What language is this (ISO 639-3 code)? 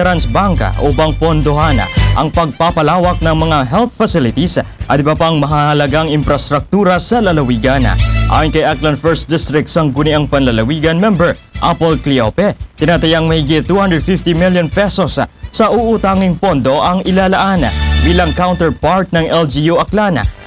fil